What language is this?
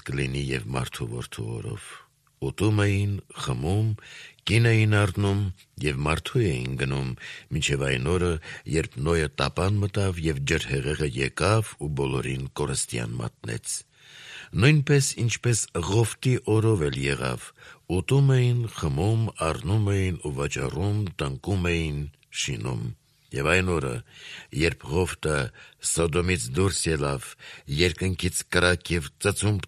Armenian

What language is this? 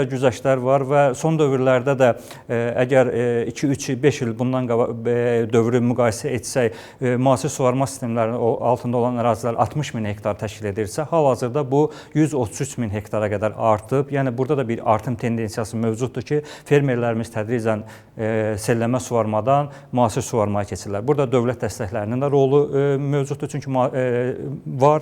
Azerbaijani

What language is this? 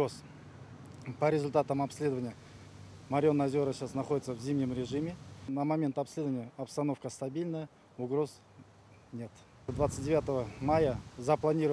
Russian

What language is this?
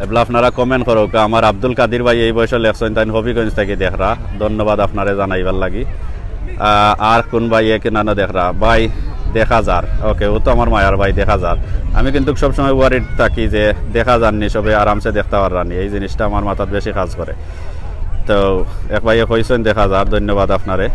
Sylheti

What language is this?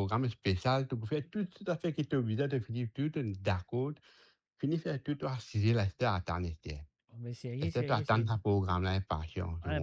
Morisyen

